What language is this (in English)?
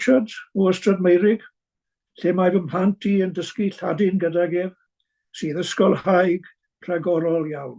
Welsh